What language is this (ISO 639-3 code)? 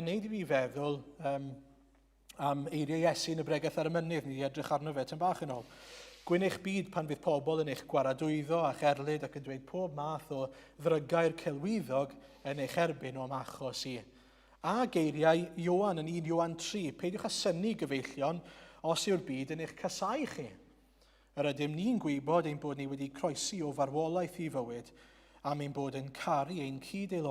cym